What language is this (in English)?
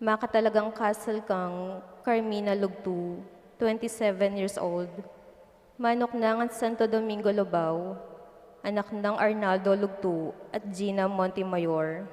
Pampanga